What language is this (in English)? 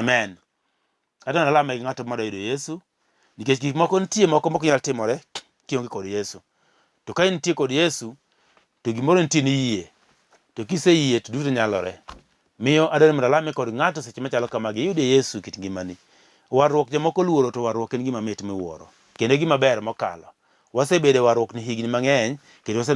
Luo (Kenya and Tanzania)